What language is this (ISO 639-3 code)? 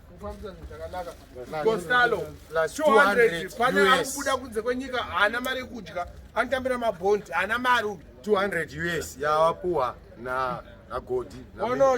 sna